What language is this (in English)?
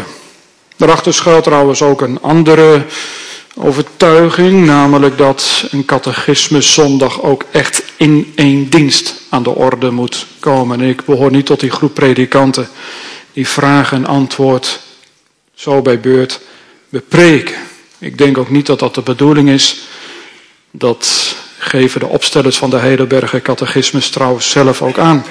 Dutch